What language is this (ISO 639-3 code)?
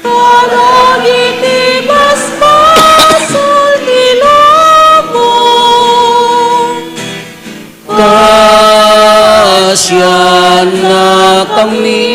ilo